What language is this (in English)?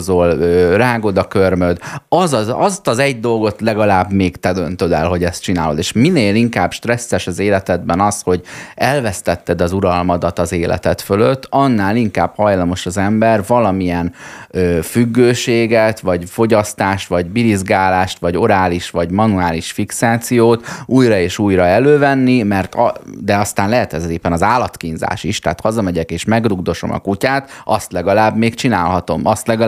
Hungarian